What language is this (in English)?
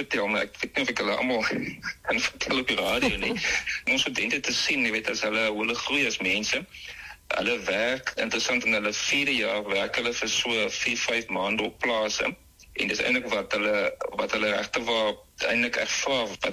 Afrikaans